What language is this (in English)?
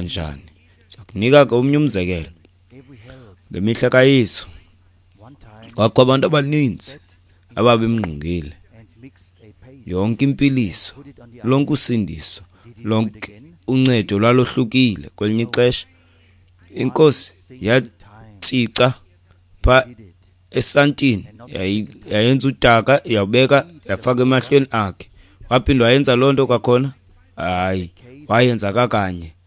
Xhosa